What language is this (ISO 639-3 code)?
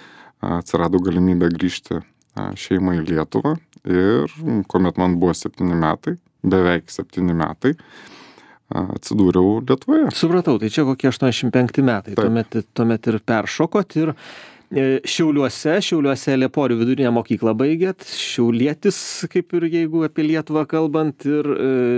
lit